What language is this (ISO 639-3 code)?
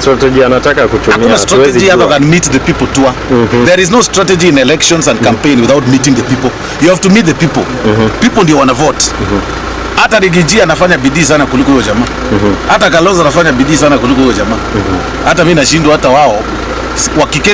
swa